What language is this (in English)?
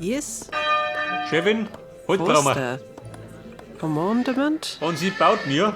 Bavarian